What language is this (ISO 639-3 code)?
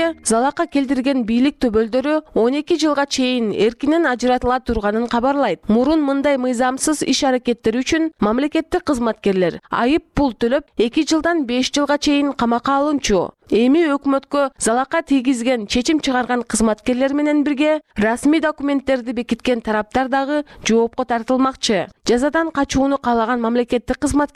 kir